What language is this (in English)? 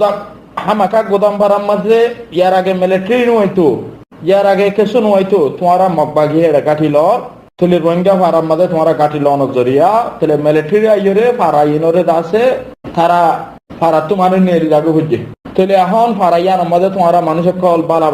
Rohingya